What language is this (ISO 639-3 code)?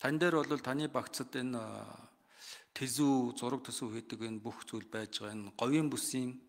mon